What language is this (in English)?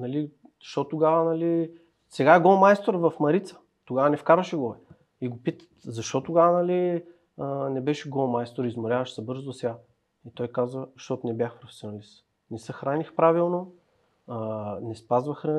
Bulgarian